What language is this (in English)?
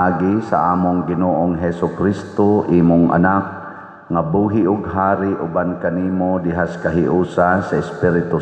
Cebuano